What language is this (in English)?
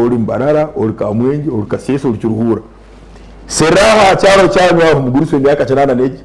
Nyankole